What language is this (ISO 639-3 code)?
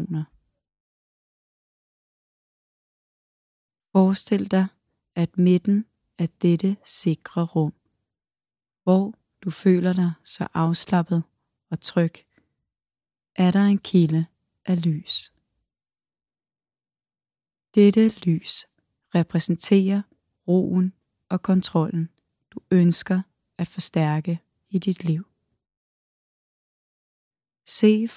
dan